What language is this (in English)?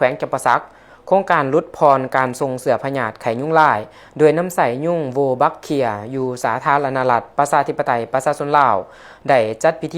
Lao